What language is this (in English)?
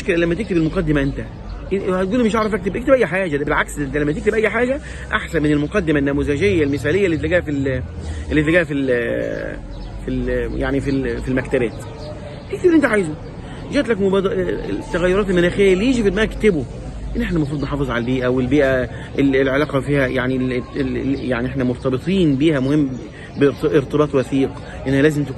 Egyptian Arabic